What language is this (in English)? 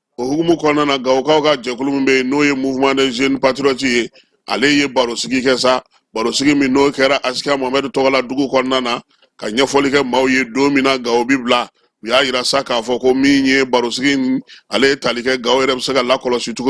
Bambara